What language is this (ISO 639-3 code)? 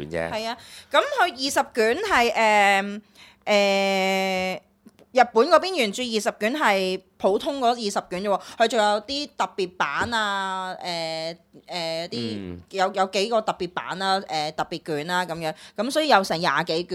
yue